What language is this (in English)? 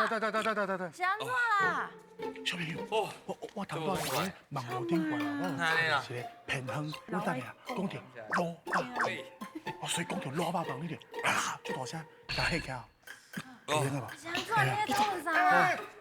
Min Nan Chinese